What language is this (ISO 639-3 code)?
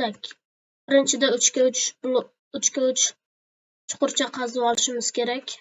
uzb